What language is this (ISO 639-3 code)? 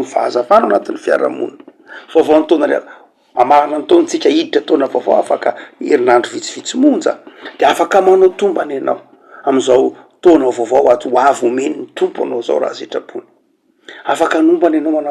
mlg